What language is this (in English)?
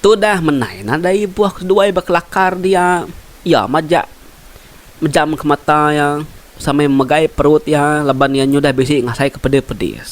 Iban